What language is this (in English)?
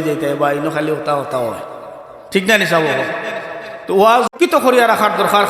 Sylheti